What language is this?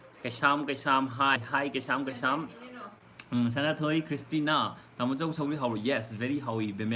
Manipuri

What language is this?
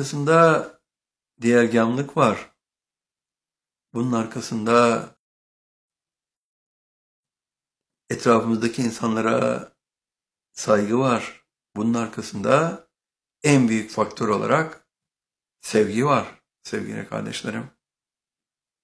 Turkish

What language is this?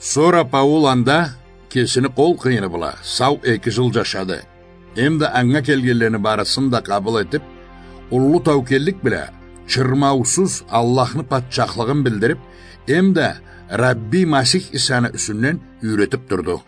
Karachay-Balkar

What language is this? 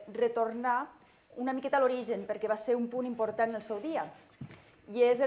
Catalan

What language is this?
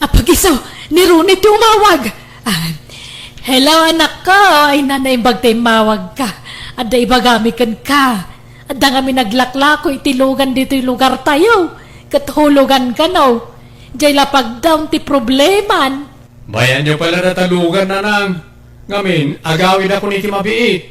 Iloko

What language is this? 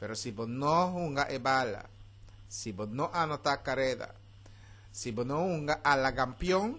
Papiamento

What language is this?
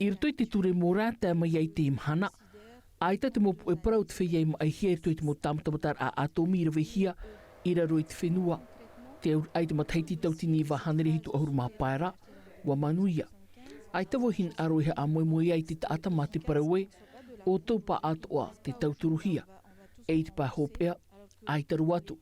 Tahitian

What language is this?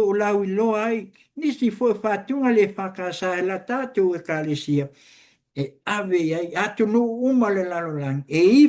Samoan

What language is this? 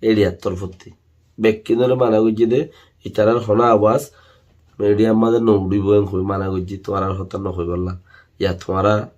Rohingya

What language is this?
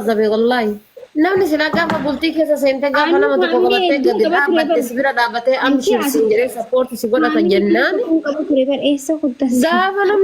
Oromo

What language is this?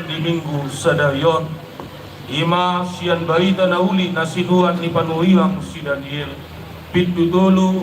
Batak Toba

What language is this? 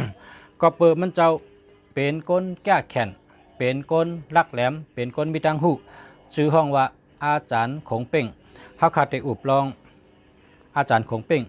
Shan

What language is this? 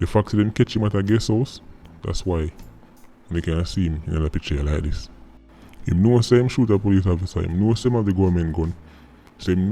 Jamaican Creole English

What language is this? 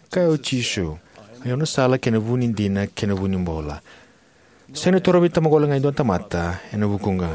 Fijian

